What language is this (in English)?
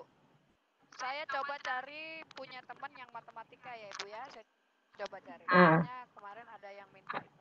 Indonesian